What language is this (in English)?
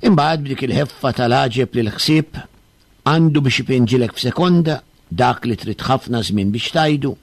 Maltese